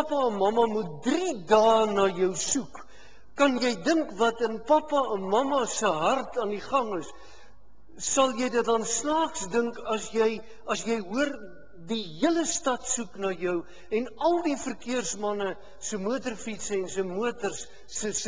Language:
Afrikaans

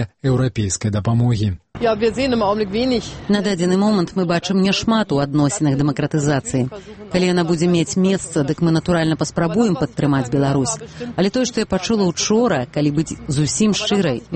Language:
Belarusian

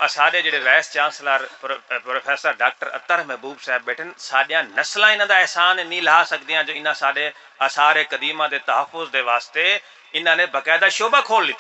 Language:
Saraiki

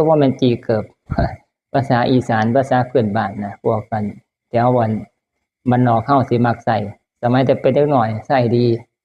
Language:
Northeastern Thai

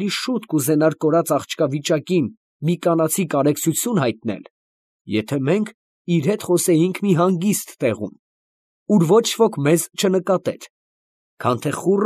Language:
Armenian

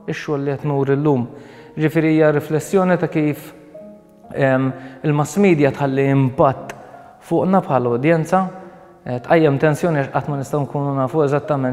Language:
Maltese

